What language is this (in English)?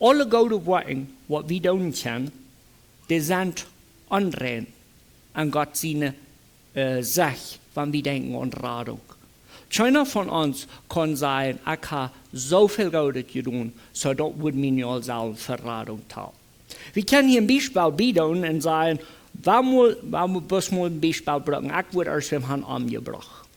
Plautdietsch